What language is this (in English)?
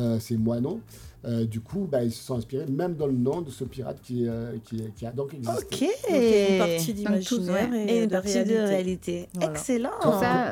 French